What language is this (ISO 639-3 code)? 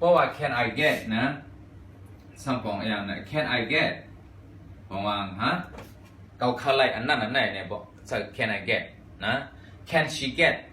shn